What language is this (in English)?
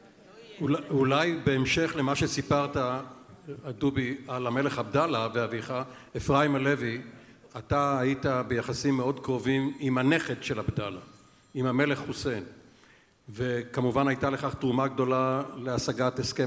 Hebrew